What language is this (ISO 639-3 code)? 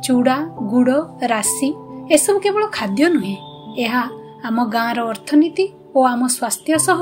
ori